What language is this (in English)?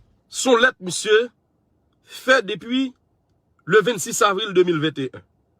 Haitian Creole